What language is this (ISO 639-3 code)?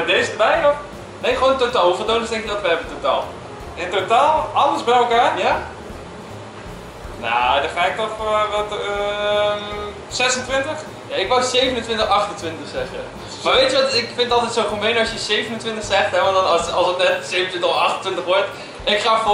nld